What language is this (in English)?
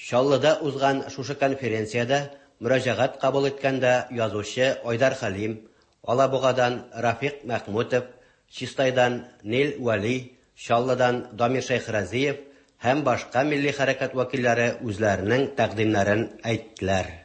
Tatar